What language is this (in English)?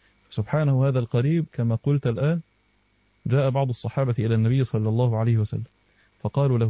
Arabic